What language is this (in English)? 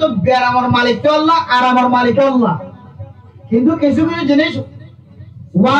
Rohingya